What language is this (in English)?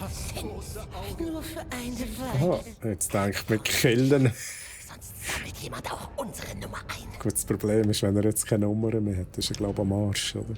Swiss German